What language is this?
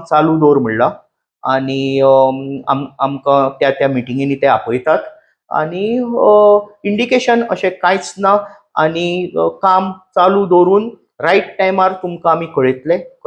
Konkani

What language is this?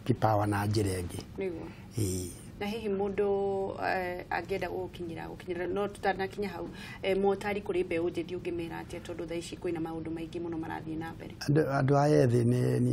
Kikuyu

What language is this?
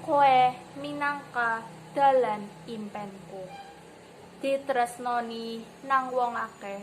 Javanese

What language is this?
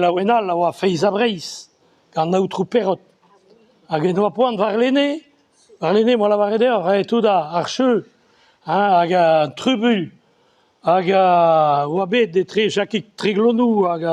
Breton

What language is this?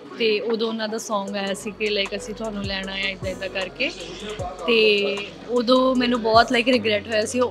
Punjabi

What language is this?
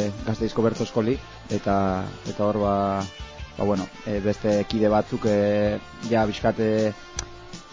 Basque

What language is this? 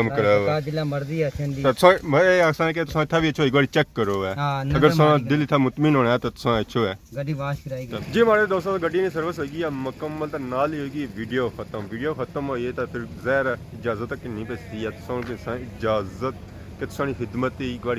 Pahari-Potwari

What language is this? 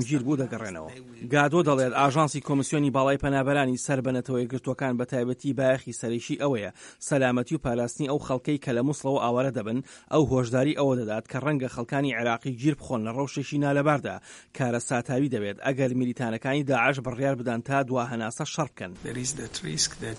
Central Kurdish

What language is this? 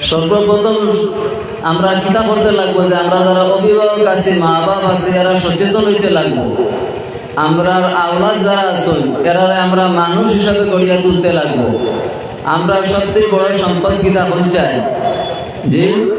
Sylheti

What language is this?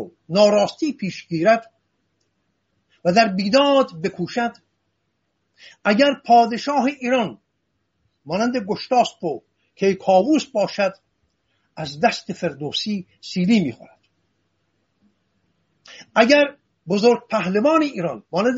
Persian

